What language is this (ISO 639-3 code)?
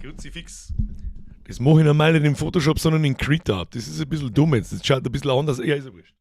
bar